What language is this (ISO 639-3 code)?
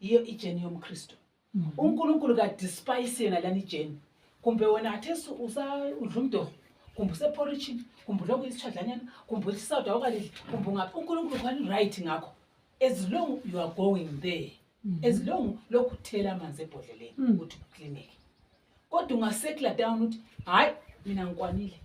nde